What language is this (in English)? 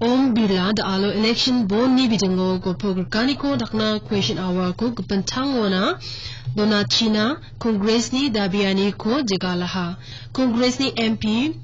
Garo